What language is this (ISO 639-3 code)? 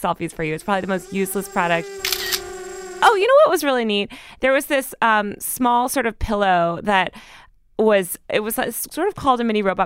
eng